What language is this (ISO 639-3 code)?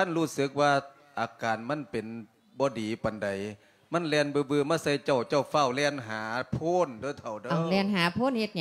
lao